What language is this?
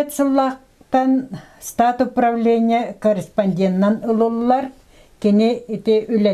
Yakut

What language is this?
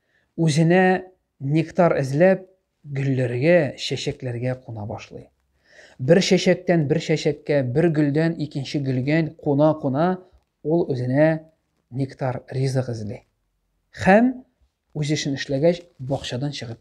Tatar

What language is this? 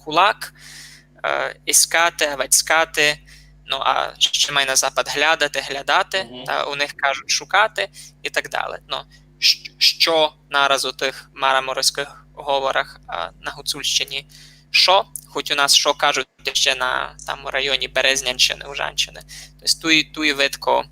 Rusyn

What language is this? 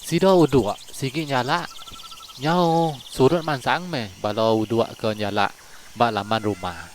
Iban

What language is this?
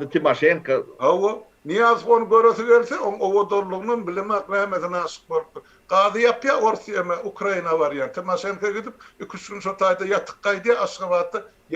Turkmen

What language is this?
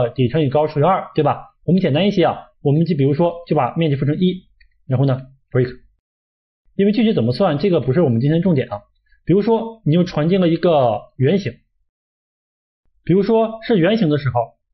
Chinese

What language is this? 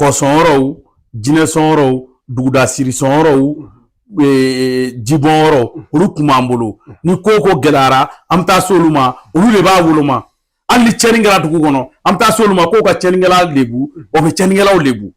Bambara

